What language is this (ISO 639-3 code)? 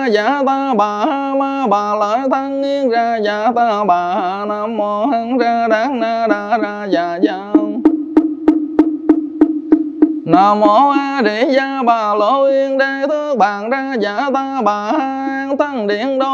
vie